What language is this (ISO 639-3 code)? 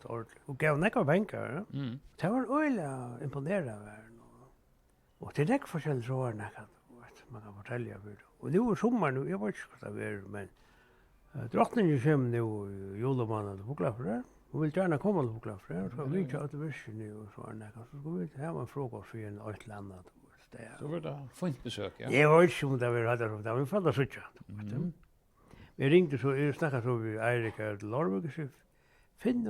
fao